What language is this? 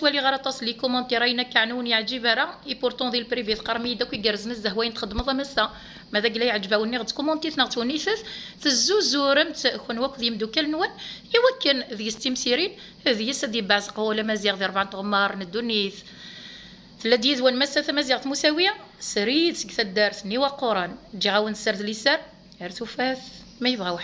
Kabyle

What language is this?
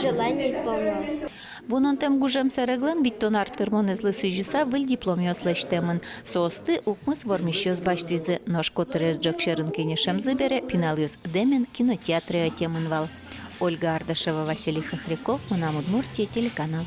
Udmurt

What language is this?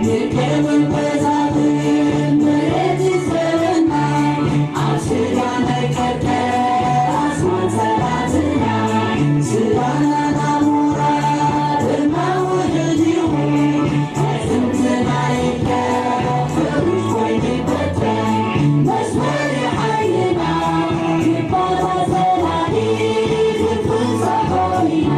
Tigrinya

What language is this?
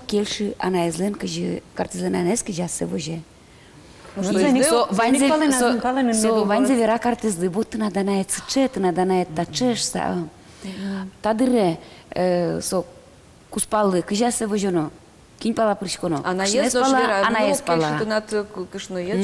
Udmurt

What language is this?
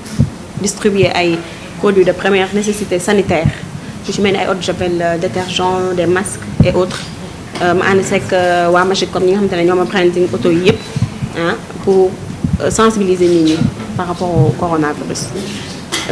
Wolof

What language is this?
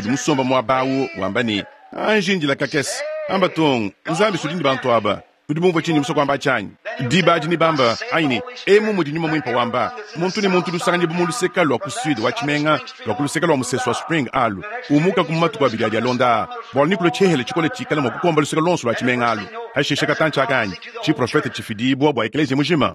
Luba-Lulua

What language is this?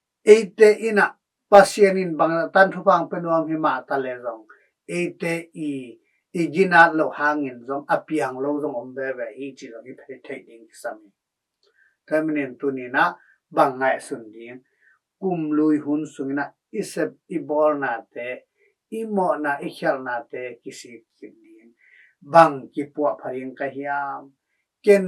Tedim Chin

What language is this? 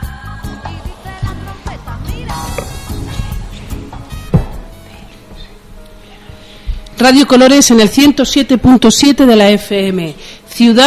Spanish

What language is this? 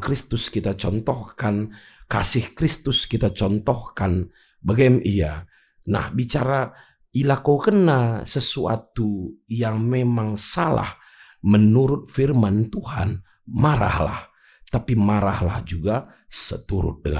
Batak Karo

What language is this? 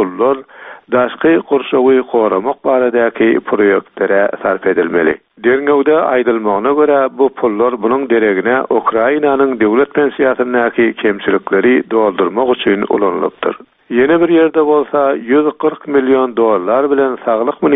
Turkmen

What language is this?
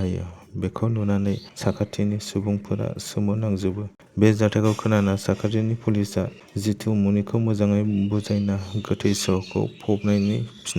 Bodo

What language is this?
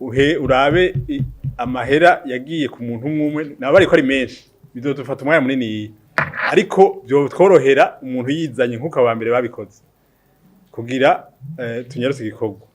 Rundi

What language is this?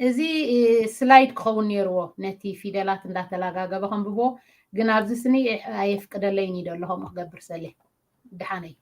Tigrinya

